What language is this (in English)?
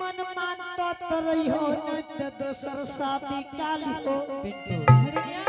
Angika